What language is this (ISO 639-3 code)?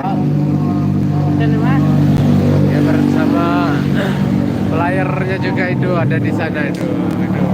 sas